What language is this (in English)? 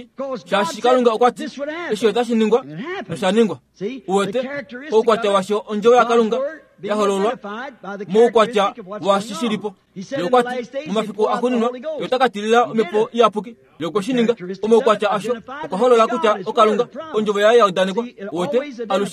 Kuanyama